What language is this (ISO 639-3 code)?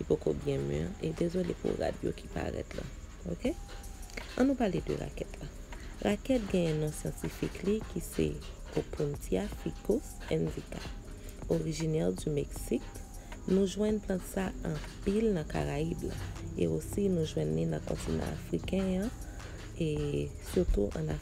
hat